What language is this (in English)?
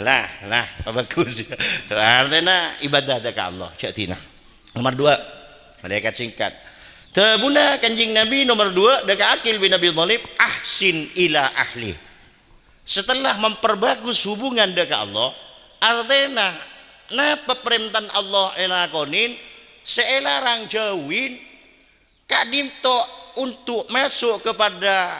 Madurese